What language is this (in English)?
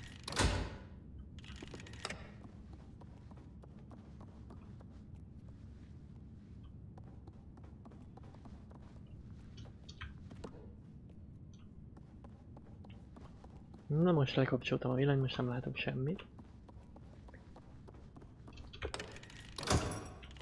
Hungarian